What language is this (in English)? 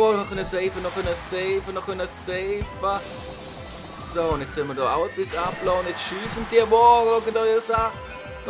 Swiss German